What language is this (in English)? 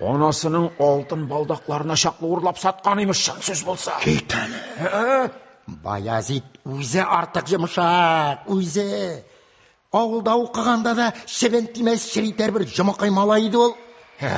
Tatar